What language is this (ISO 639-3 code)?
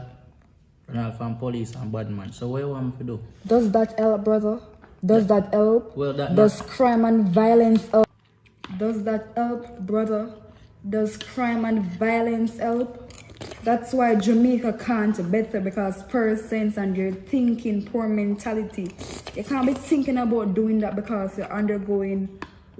jam